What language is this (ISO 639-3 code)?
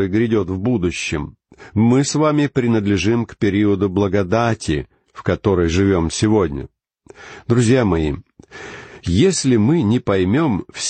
rus